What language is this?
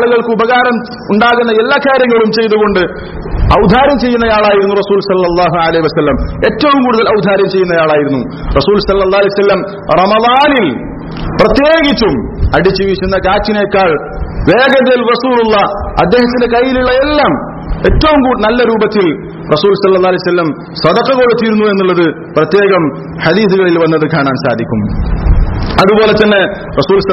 Malayalam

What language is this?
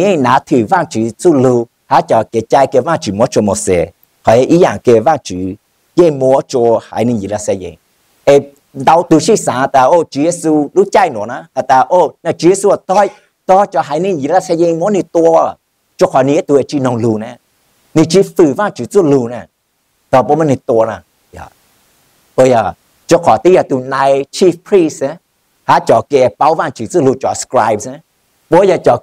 Vietnamese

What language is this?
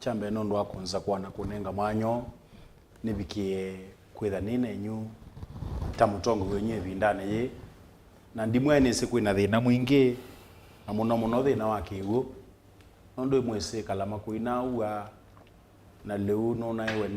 Kamba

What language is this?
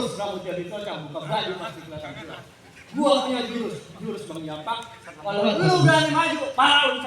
Betawi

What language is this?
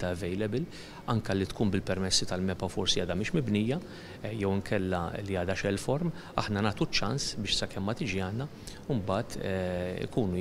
Maltese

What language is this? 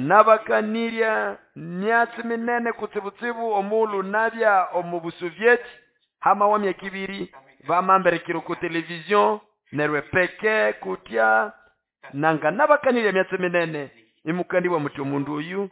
Nande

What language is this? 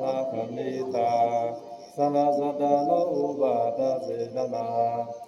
Pali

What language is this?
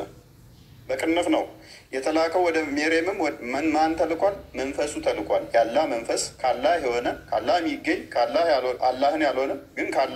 Amharic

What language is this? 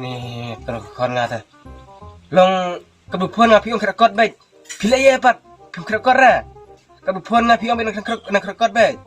Khasi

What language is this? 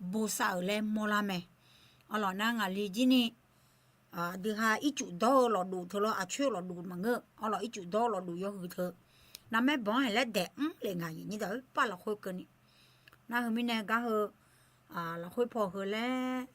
Akha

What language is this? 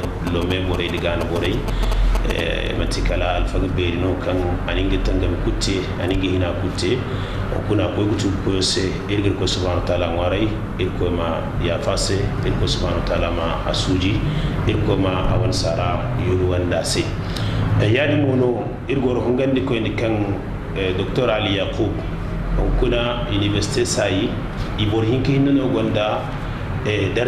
Zarma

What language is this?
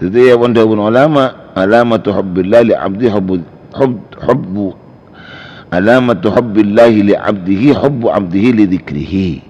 Madurese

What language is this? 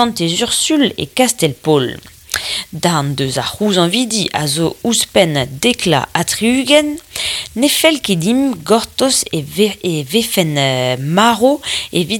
Breton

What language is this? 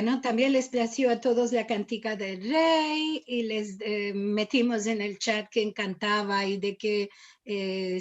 Ladino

